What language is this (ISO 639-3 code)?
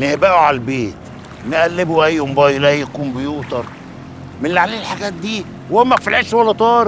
arz